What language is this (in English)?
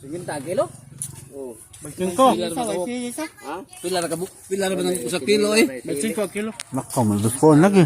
Cebuano